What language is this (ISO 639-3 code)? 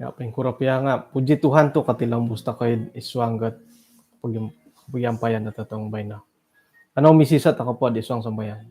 dtp